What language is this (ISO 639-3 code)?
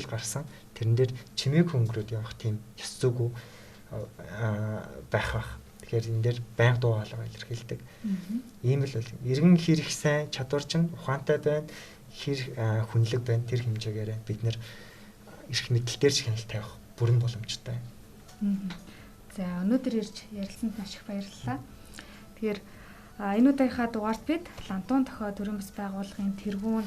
mon